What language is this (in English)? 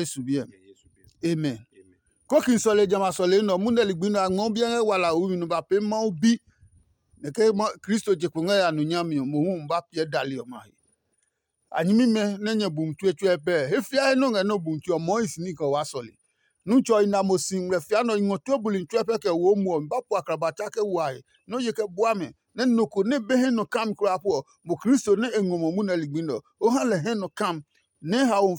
Adangme